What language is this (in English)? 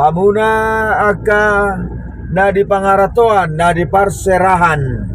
Batak Toba